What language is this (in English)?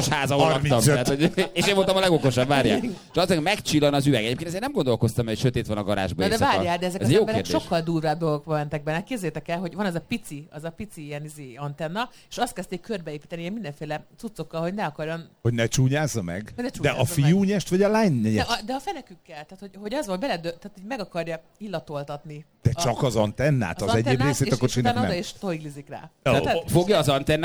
Hungarian